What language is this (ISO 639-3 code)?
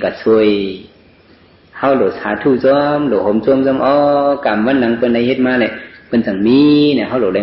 shn